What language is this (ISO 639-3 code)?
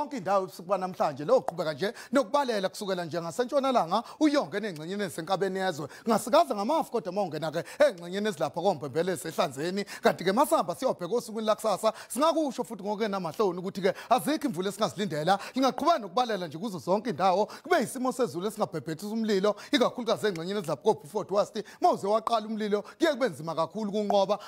zul